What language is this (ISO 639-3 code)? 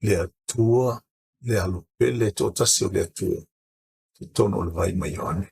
smo